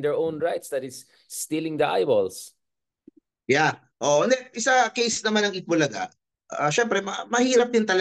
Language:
Filipino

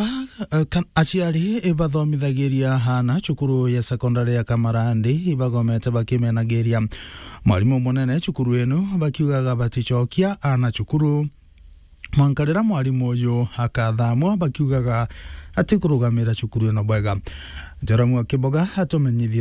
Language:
Meru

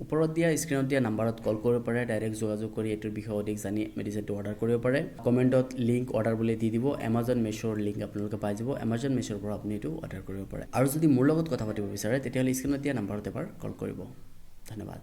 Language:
Assamese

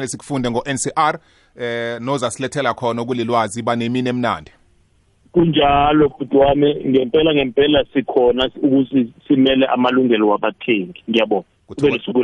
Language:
South Ndebele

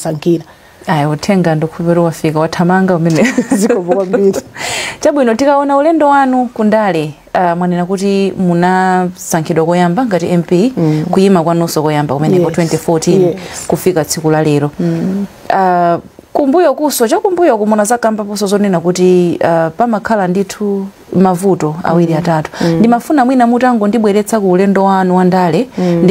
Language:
Nyanja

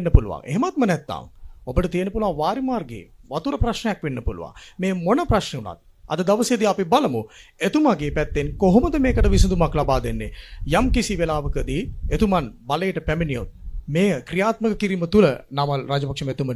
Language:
Sinhala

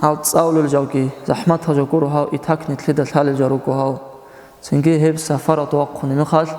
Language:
Avaric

